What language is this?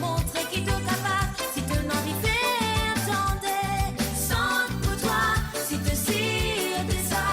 Morisyen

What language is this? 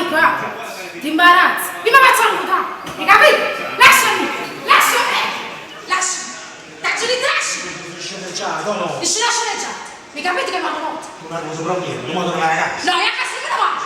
Neapolitan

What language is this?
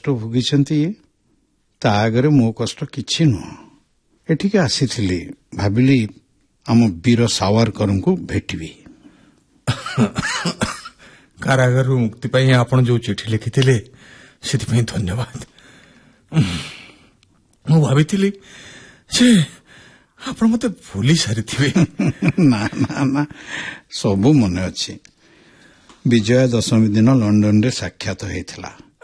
Odia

